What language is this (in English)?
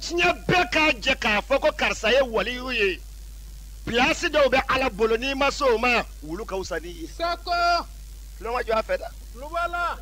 Bambara